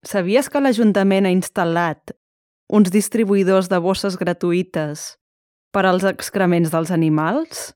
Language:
Catalan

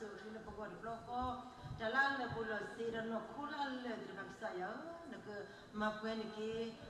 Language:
S'gaw Karen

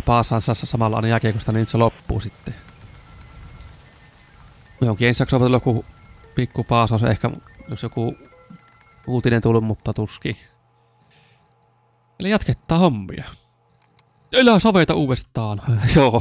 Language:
Finnish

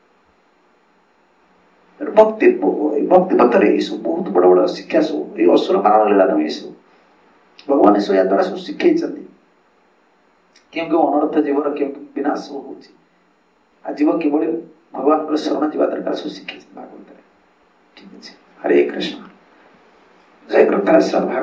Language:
Odia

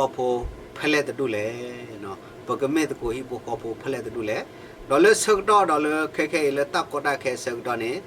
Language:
S'gaw Karen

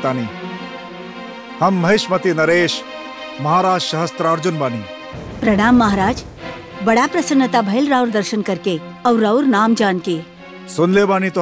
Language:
Bhojpuri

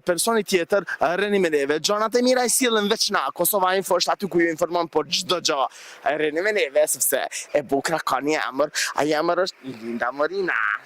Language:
Albanian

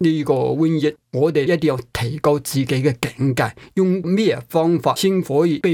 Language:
Cantonese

